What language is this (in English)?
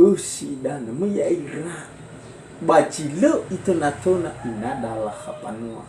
Nias